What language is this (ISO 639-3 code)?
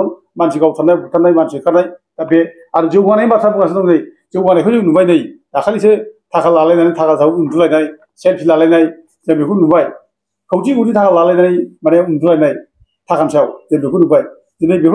brx